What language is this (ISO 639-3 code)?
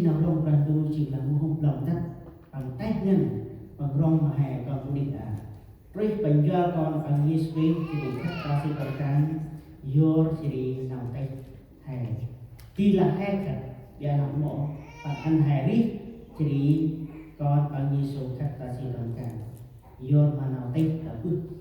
cmo